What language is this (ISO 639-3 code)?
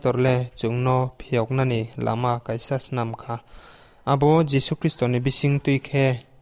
trp